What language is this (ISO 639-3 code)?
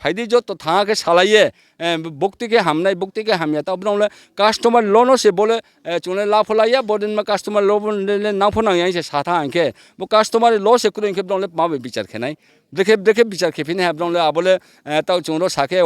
ria